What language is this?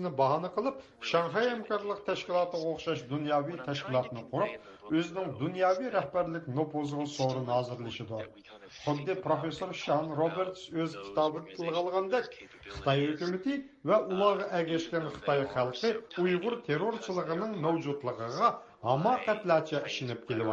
Uyghur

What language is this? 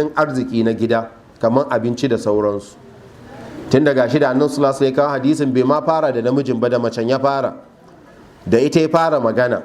Hausa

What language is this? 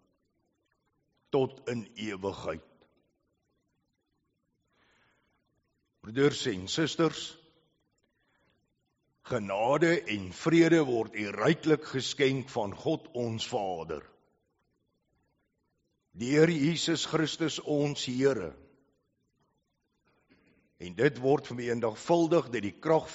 Afrikaans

